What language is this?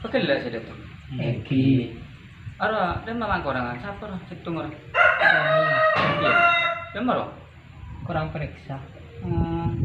Madurese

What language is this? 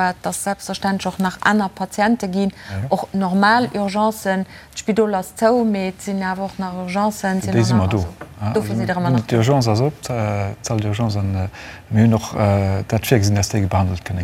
Luxembourgish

